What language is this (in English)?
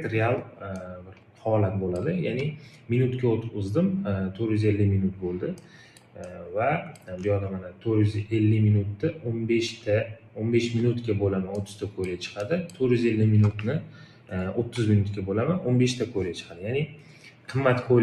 Uzbek